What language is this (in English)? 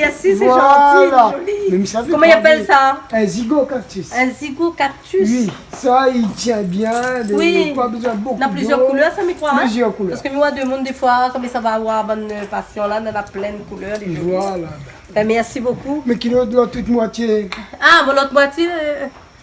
Réunion Creole French